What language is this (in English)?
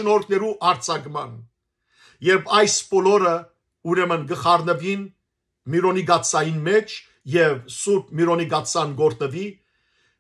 Western Armenian